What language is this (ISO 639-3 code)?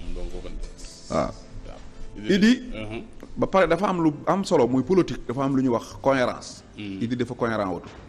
wol